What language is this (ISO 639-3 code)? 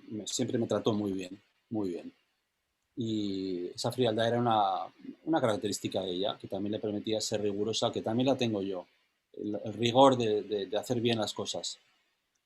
lad